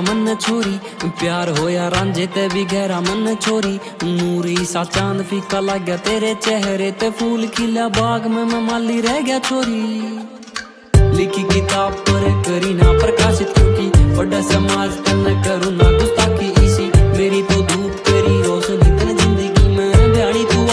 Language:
Haryanvi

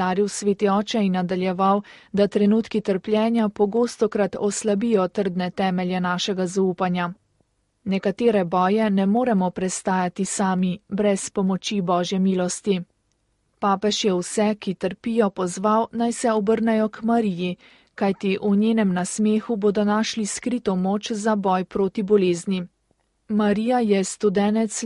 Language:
Slovenian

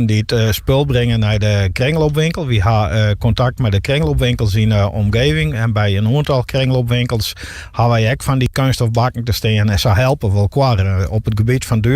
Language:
Western Frisian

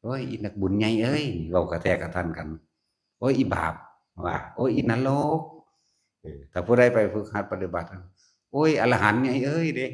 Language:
Northeastern Thai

